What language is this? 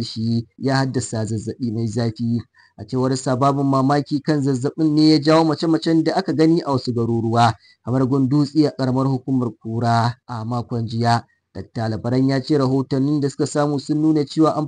Hausa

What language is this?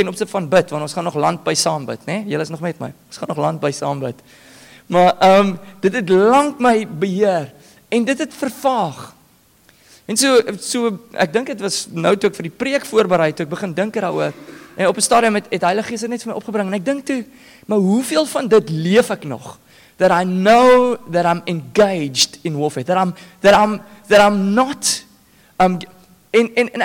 Afrikaans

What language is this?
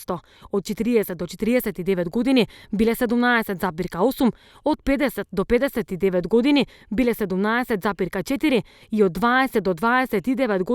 Macedonian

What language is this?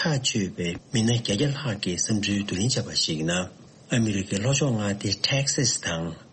Tibetan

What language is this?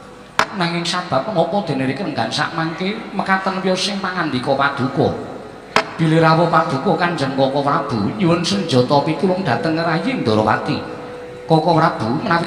Javanese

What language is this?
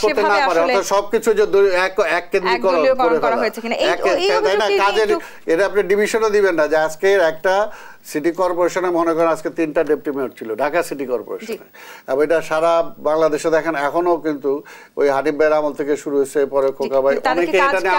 Bangla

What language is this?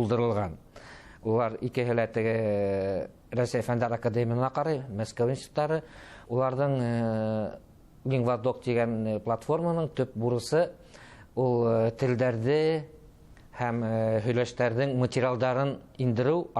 Bashkir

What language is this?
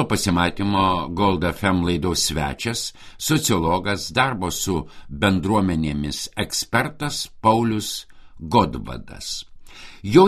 Lithuanian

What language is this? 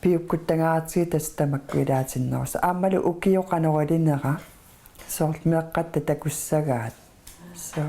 Kalaallisut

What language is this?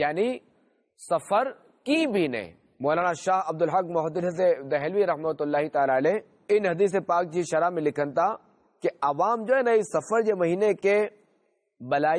Sindhi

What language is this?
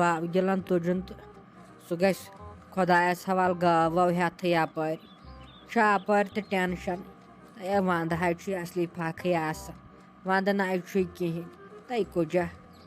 Kashmiri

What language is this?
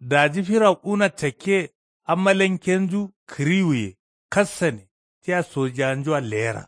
Kanuri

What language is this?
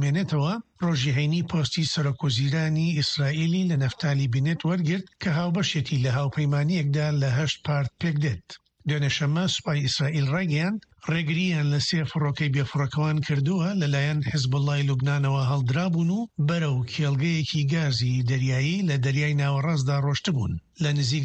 Central Kurdish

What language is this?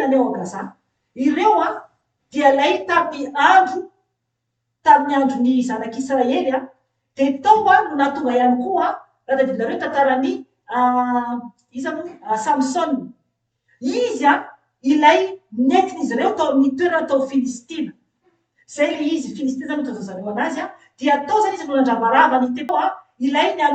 Malagasy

